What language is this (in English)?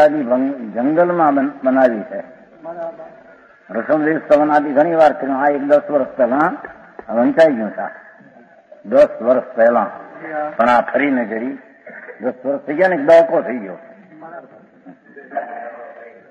Gujarati